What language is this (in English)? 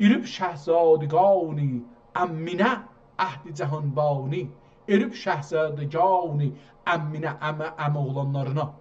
South Azerbaijani